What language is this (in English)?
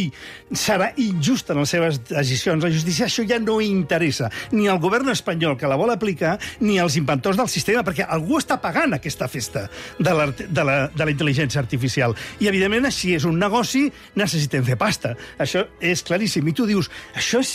Catalan